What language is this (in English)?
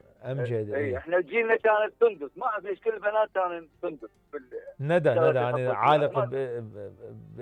Mesopotamian Arabic